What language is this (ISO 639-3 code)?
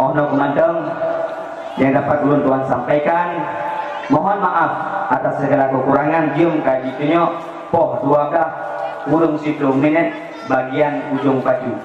ace